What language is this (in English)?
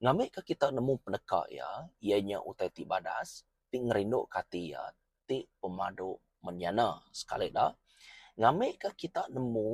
Iban